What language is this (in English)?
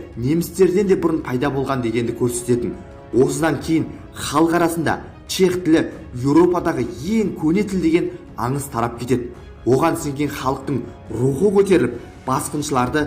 Kazakh